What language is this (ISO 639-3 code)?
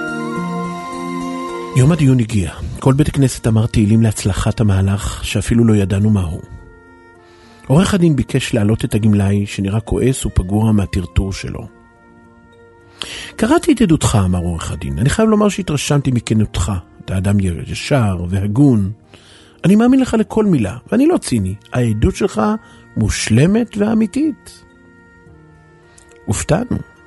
heb